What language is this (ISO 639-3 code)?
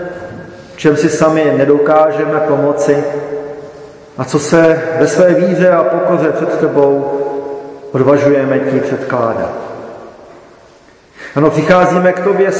ces